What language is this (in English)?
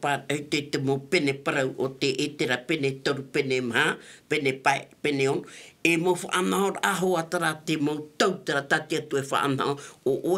Tahitian